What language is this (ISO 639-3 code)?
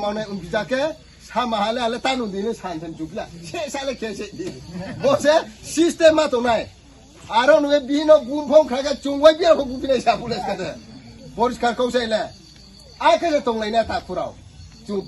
ria